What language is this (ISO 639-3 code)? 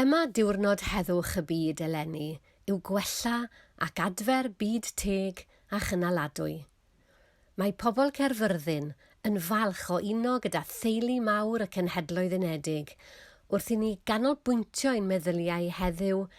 cym